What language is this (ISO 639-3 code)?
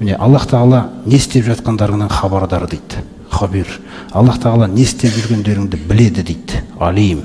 kaz